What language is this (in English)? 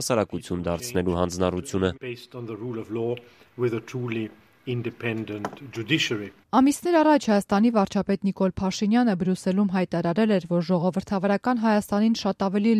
Armenian